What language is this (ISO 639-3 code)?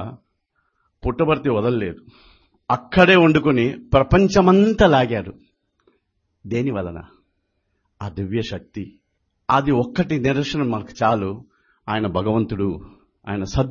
tel